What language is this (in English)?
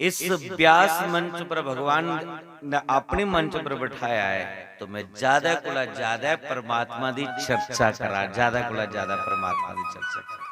Dogri